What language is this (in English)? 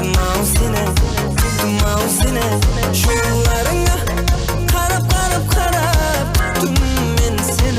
Kara-Kalpak